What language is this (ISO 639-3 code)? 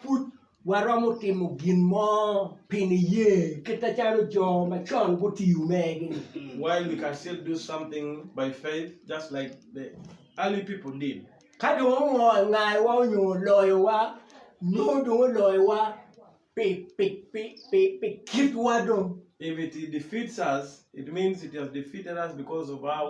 ach